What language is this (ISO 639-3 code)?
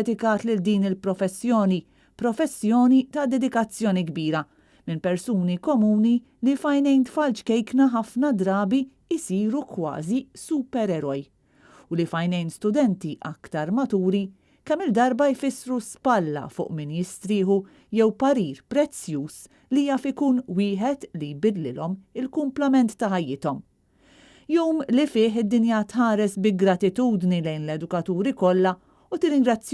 mlt